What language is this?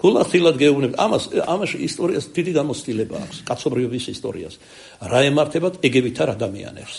Georgian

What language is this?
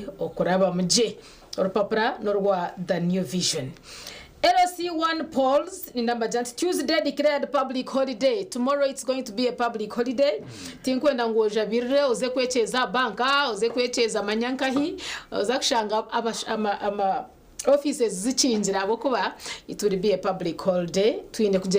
Nyankole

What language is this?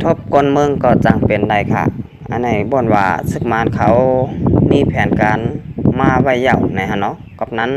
Shan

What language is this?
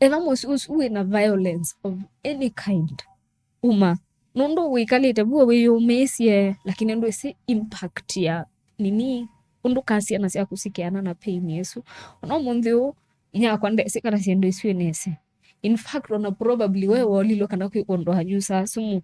Kamba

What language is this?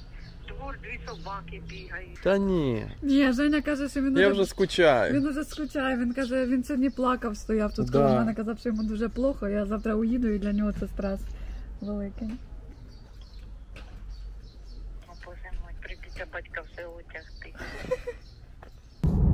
Ukrainian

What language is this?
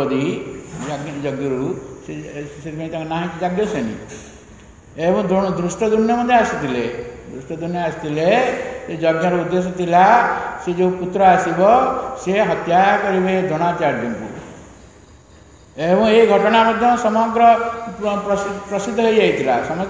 Odia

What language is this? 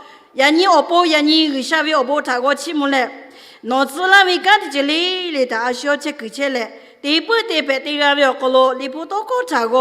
Lahu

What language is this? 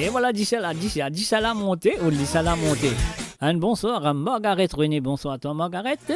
Morisyen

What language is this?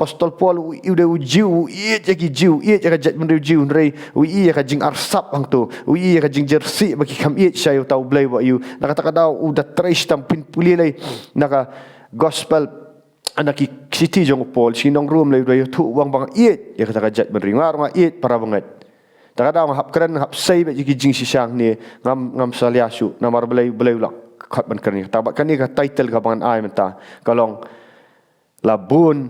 Khasi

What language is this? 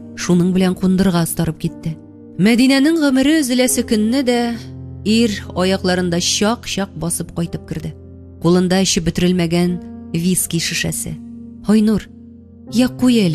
Tatar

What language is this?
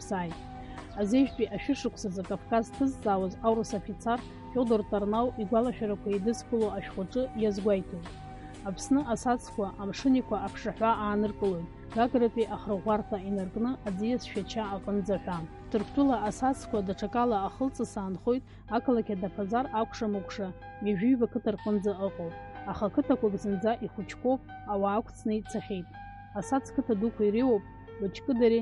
Abkhazian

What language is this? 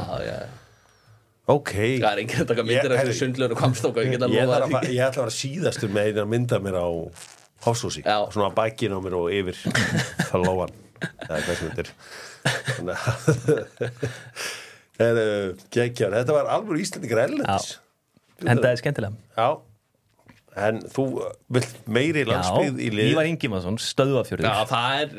Icelandic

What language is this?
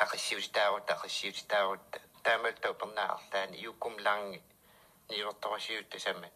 Kalaallisut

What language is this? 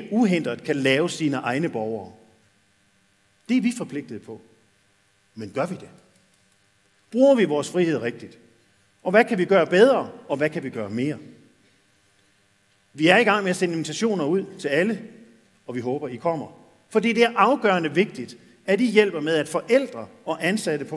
Danish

